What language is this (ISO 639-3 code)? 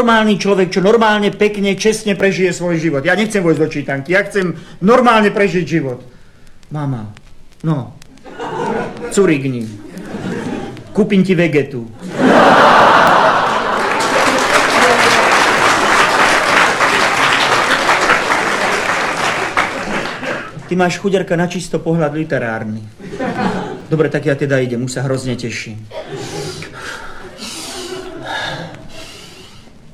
slk